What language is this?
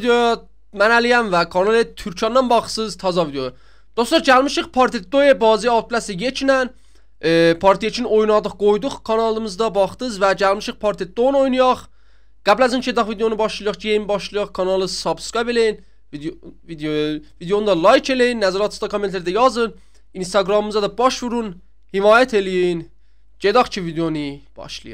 South Azerbaijani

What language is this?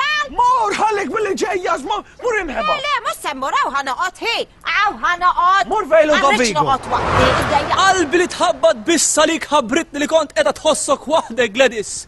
Maltese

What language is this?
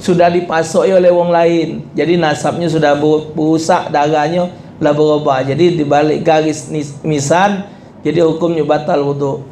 Musi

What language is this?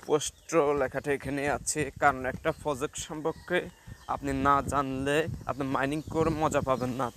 Bangla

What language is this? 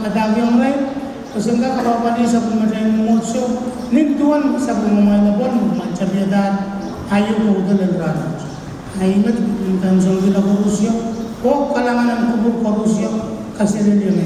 Pohnpeian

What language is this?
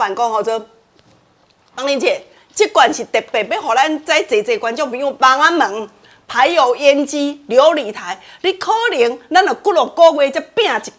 Min Nan Chinese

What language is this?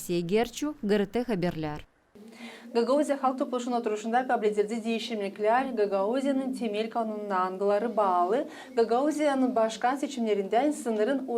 Gagauz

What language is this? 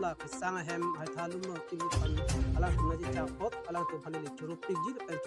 Karbi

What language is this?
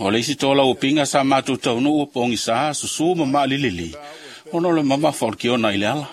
Samoan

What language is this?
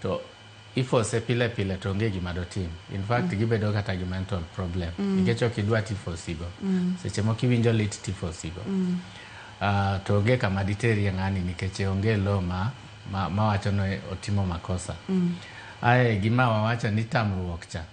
Luo (Kenya and Tanzania)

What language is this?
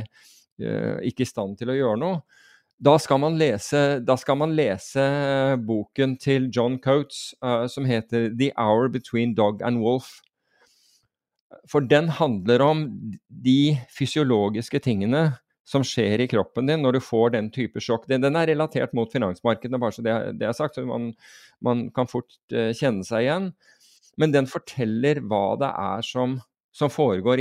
Norwegian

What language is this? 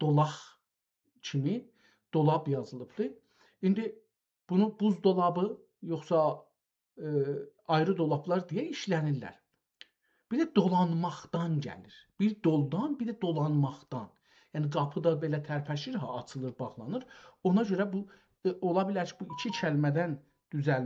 South Azerbaijani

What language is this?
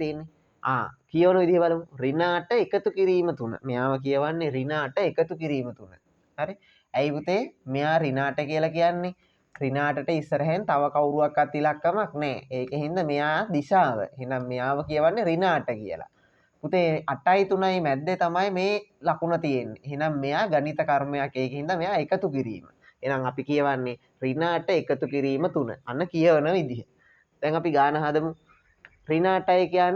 Sinhala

